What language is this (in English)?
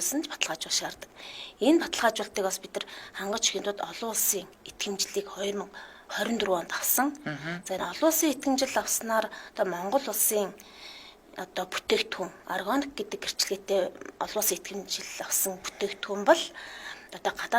Mongolian